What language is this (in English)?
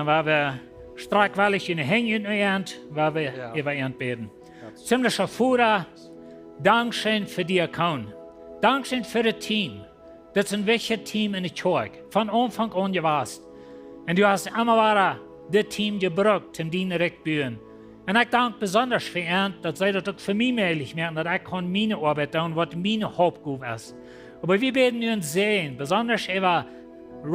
Plautdietsch